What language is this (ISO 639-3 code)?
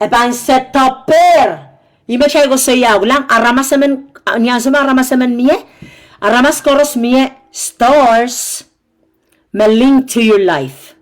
pon